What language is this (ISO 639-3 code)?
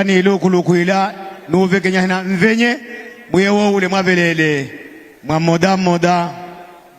nya